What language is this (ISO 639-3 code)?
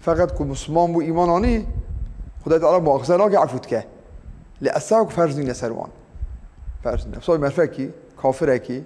kur